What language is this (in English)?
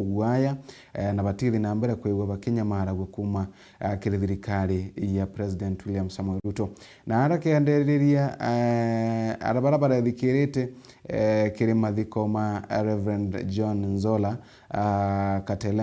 Meru